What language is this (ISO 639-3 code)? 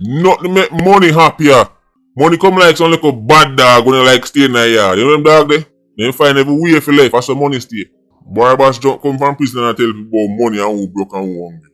jam